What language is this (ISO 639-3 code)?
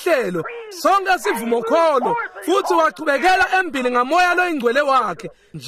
ssw